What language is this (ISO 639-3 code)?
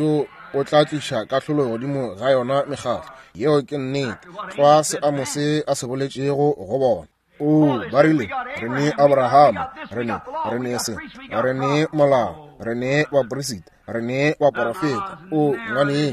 nso